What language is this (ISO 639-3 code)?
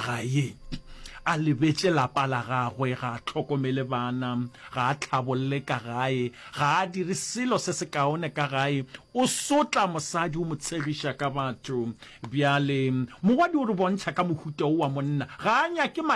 nso